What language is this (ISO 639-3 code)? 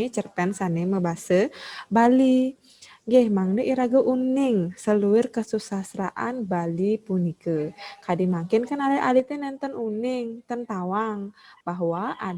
ban